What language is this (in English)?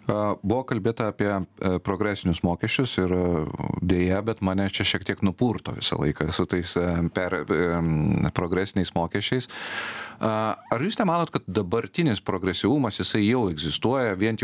Lithuanian